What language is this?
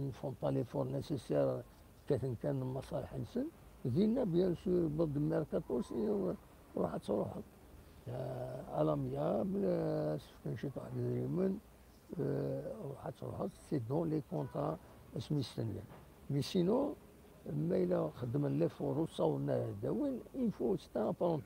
Kabyle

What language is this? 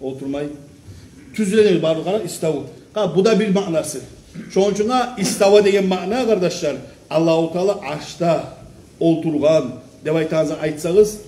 Kumyk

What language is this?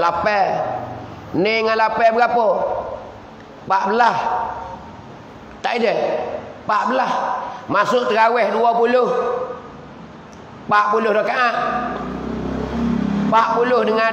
Malay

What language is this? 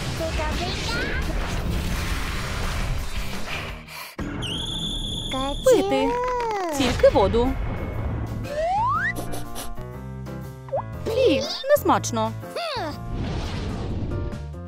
Ukrainian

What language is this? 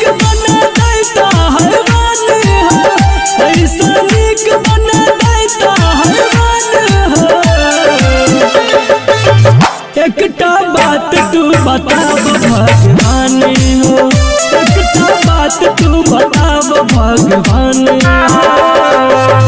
Bhojpuri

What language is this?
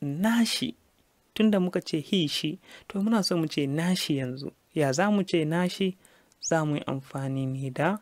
Hausa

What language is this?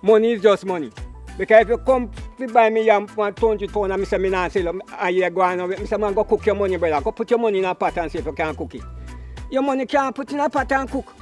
Jamaican Creole English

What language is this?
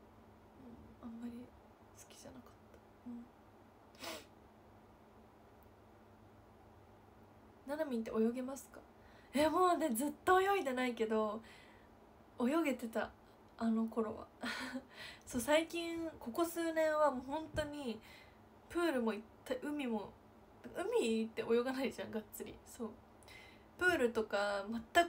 Japanese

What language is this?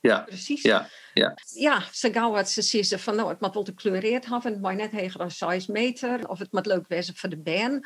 Western Frisian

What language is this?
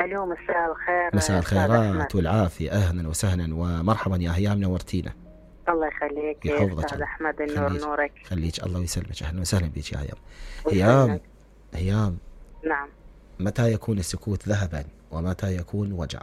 Mesopotamian Arabic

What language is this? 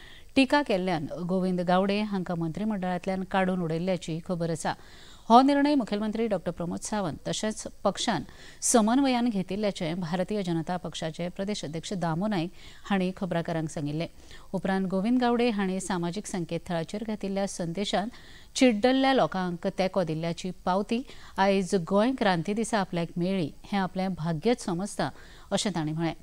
Konkani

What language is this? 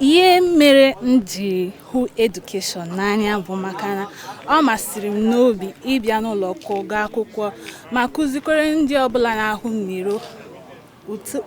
Igbo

